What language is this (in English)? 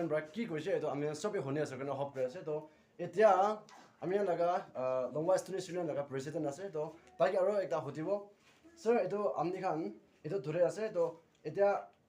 Naga Pidgin